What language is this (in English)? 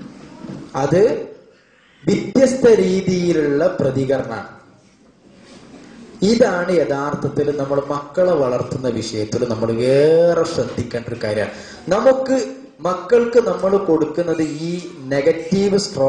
Malayalam